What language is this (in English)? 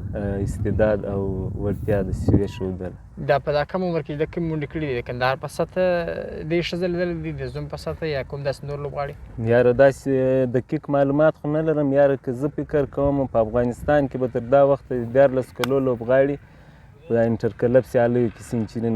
Pashto